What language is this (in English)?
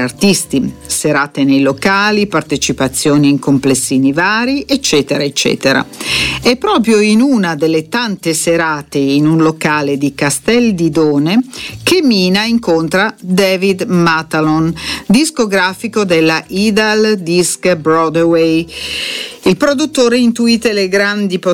Italian